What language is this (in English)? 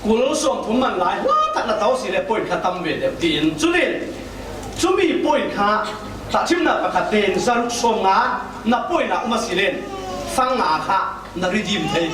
Falam Chin